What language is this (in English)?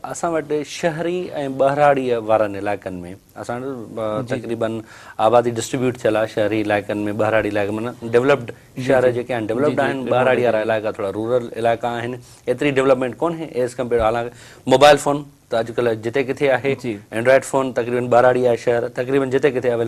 Sindhi